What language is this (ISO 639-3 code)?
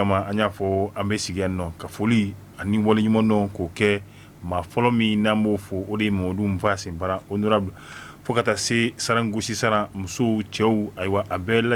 bam